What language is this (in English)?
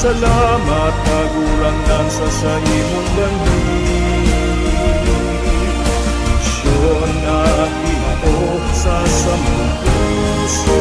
Bikol